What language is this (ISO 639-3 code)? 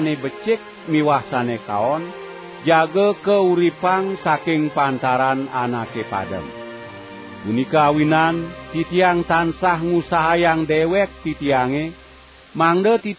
ban